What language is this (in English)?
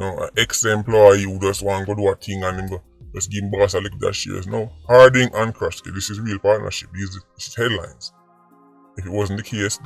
Jamaican Creole English